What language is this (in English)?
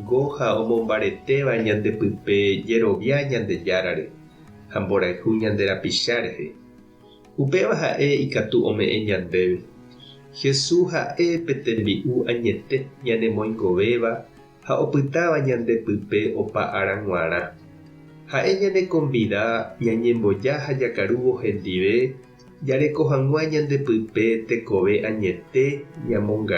Guarani